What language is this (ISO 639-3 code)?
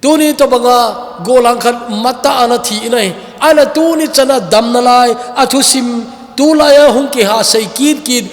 tcz